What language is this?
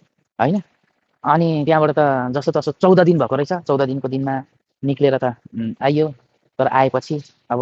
Nepali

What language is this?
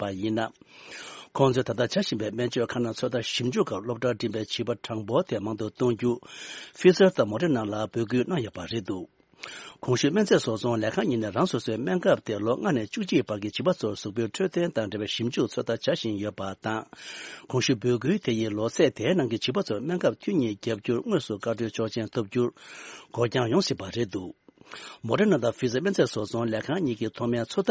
Tibetan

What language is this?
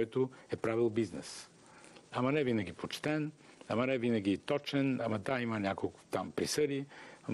Bulgarian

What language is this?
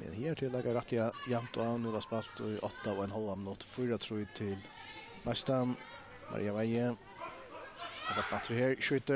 Faroese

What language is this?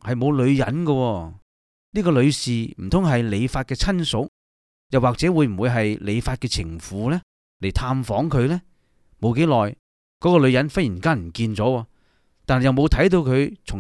Cantonese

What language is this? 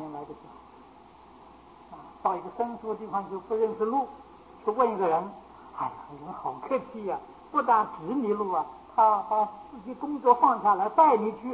Chinese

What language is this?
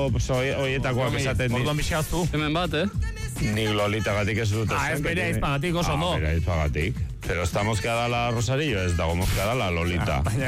Basque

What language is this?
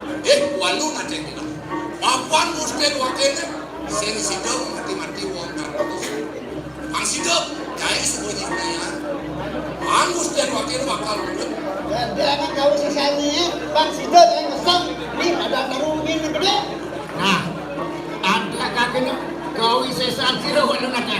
Balinese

